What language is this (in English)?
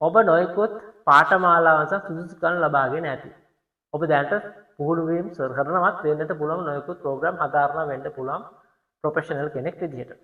Sinhala